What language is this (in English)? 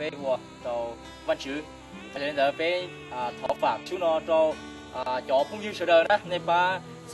Hmong